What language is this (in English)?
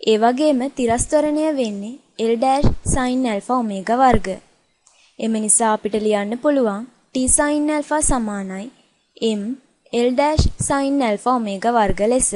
Sinhala